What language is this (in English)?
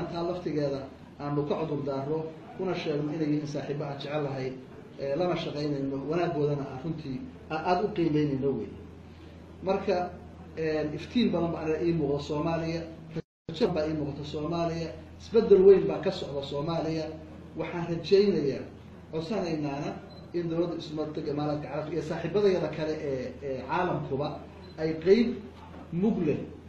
Somali